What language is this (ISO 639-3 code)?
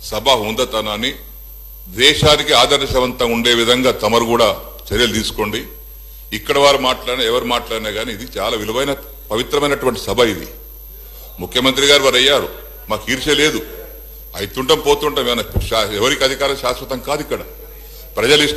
tel